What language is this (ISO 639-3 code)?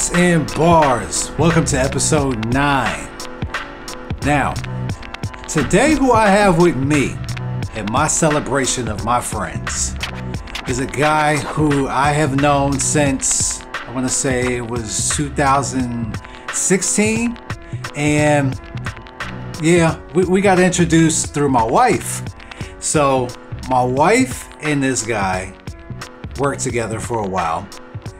eng